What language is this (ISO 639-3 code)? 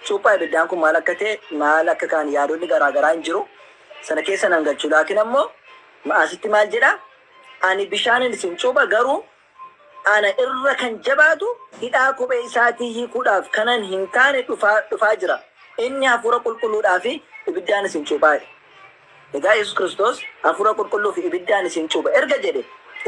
orm